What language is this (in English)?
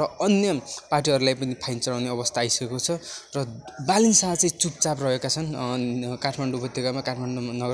Nepali